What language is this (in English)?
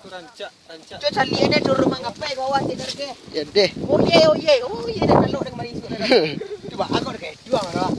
Minangkabau